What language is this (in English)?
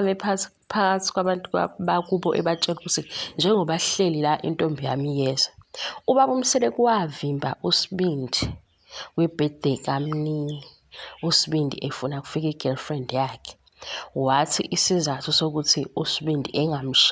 Zulu